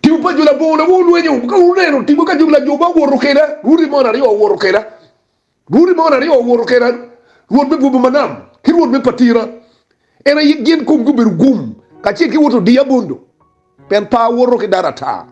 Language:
Acoli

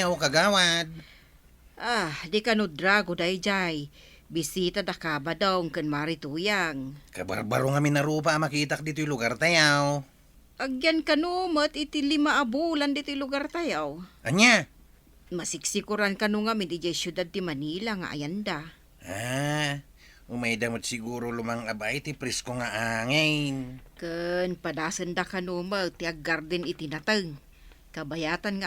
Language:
Iloko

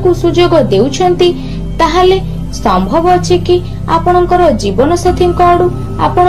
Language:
Odia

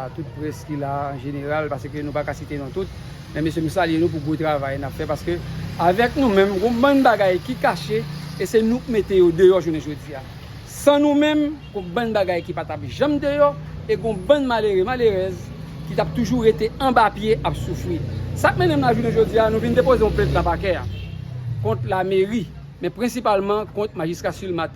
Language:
Haitian Creole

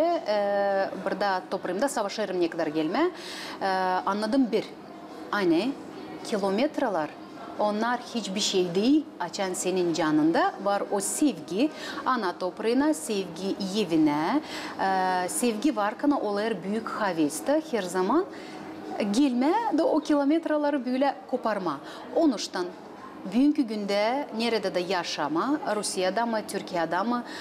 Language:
Gagauz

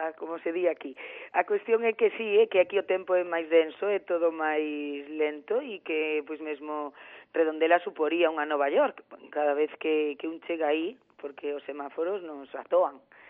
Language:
Galician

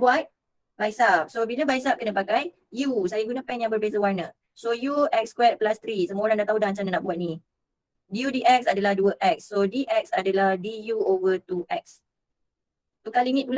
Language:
Malay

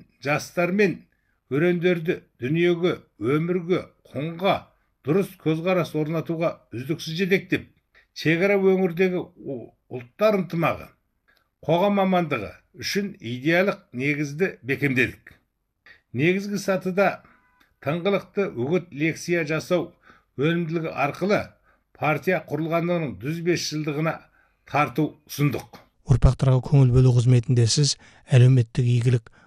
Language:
Kazakh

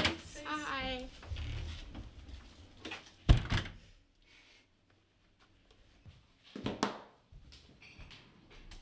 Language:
Danish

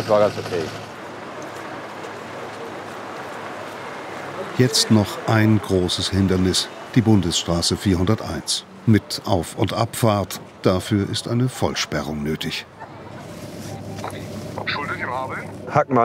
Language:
German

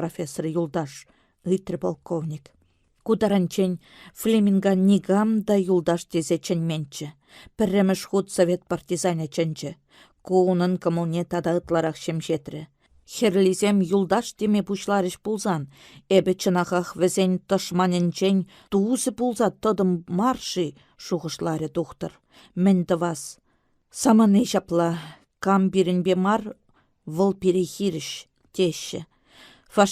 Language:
Chuvash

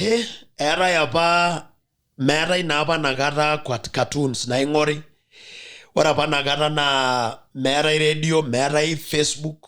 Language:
Masai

